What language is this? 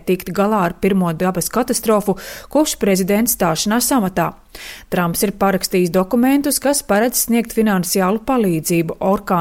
Latvian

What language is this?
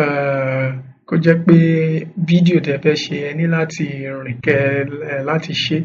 Yoruba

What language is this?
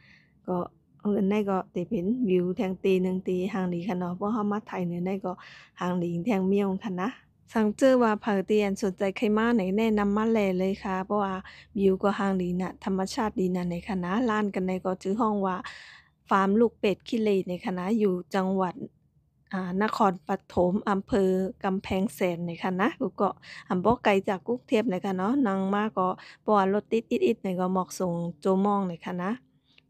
Shan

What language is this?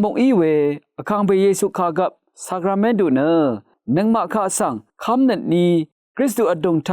Rawang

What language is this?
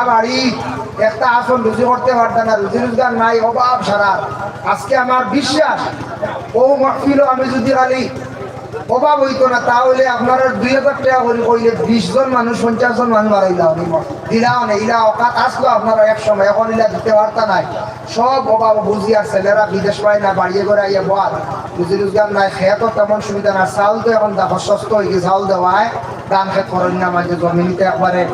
Sylheti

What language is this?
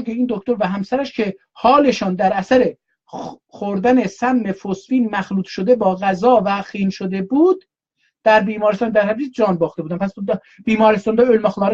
South Azerbaijani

